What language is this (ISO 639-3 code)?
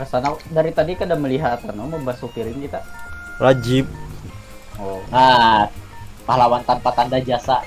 bjn